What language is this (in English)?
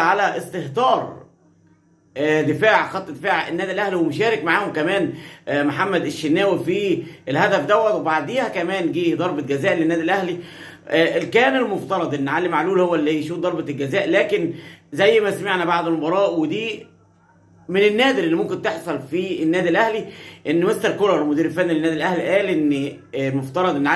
Egyptian Arabic